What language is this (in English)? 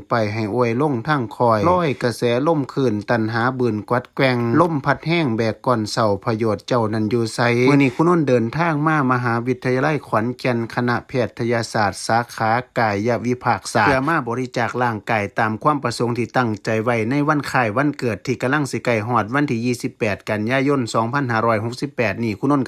Lao